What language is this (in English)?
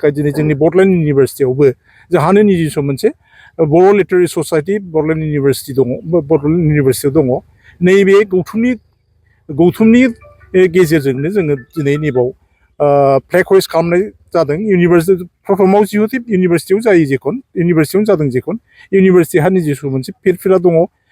Bodo